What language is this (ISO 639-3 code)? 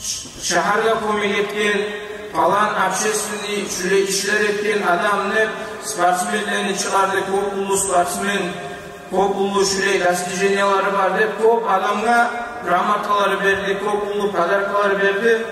kum